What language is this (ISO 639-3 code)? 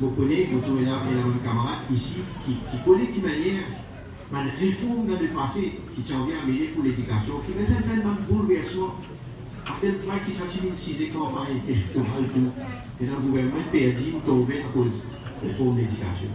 mfe